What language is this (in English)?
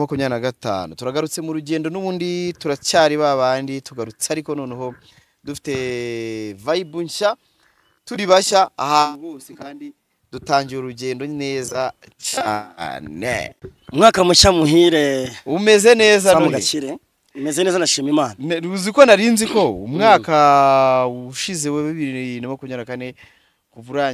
Kinyarwanda